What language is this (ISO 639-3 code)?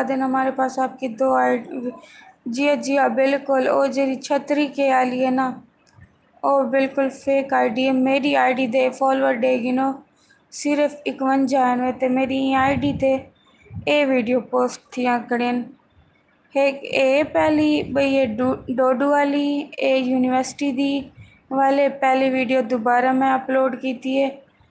skr